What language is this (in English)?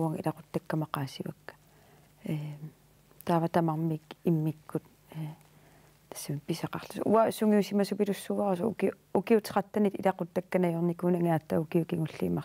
Kalaallisut